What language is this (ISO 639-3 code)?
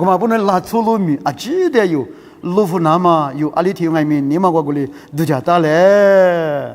lis